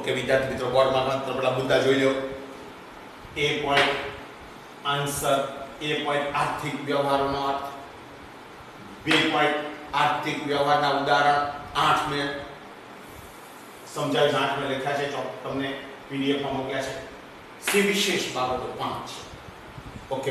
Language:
Gujarati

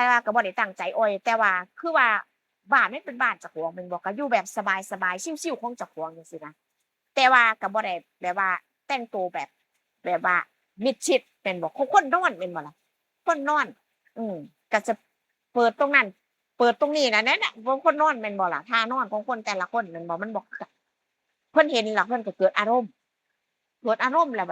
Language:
Northeastern Thai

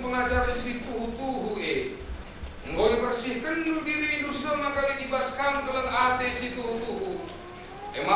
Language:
Batak Karo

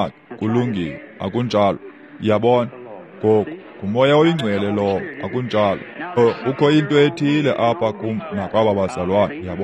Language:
Xhosa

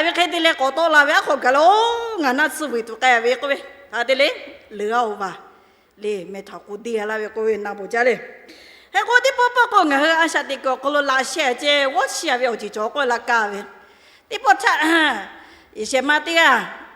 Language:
Lahu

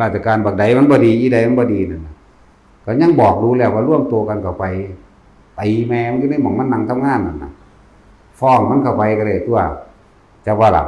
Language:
Northeastern Thai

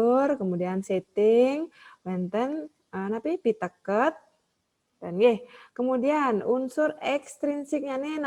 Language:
Balinese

